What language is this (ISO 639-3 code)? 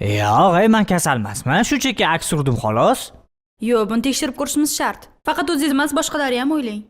uzb